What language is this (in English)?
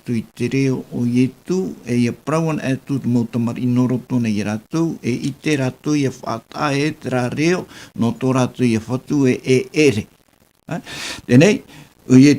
Tahitian